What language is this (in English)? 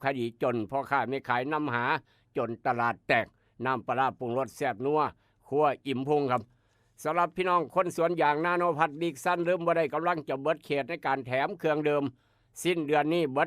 Northeastern Thai